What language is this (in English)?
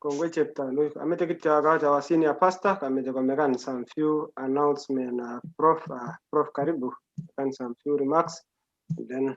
Kalenjin